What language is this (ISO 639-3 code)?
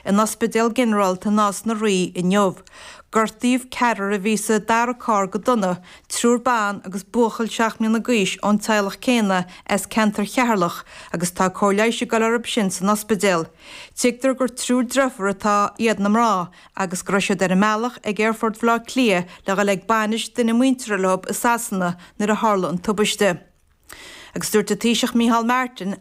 gle